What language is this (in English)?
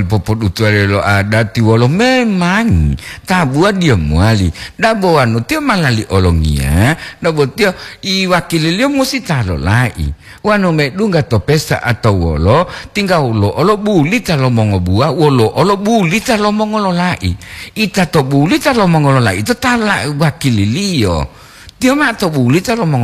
Gorontalo